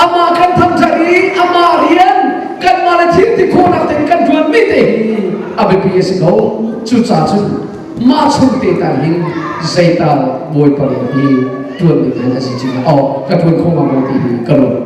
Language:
Hakha Chin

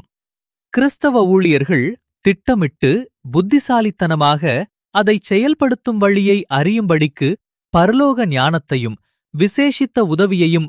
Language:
Tamil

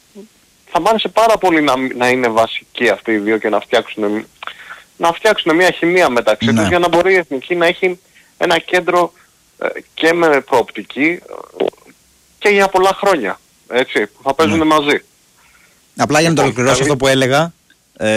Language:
Greek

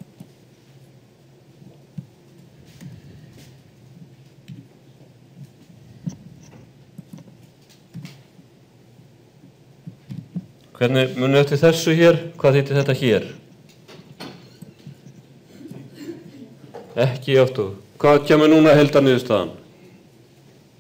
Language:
Icelandic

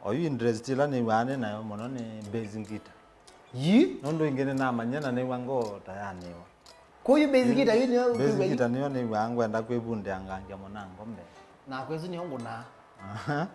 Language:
Kamba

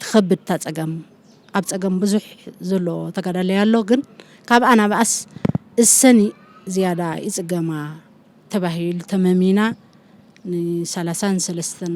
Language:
Tigrinya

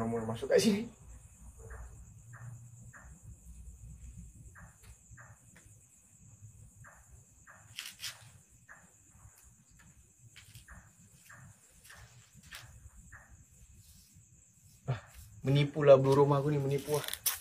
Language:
Malay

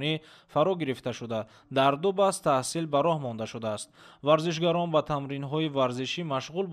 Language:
Tajik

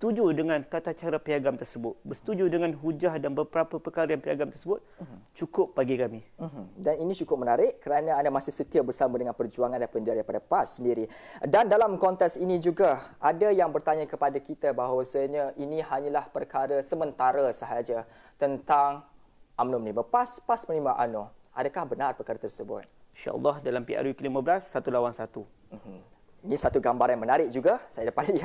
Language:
Malay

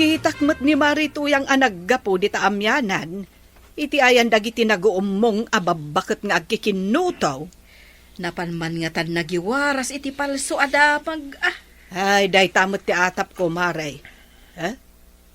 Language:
Iloko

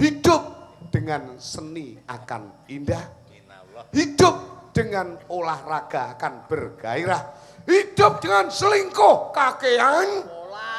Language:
Javanese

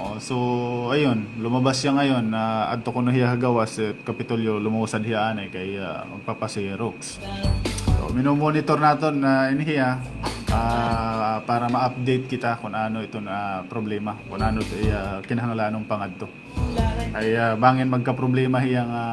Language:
Waray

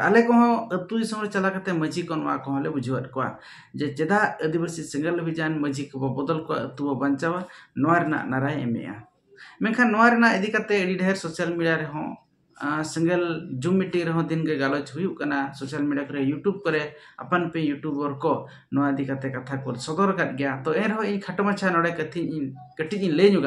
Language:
Santali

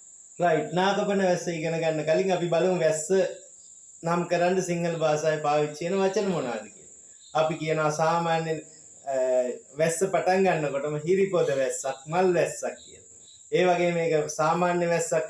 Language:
Sinhala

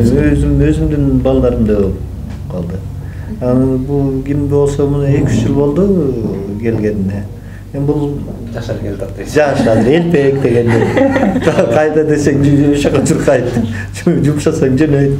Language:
Kyrgyz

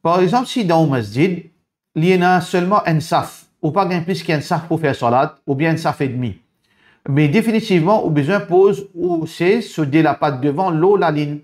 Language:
Morisyen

